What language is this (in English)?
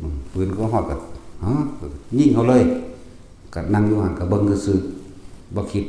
Northeastern Thai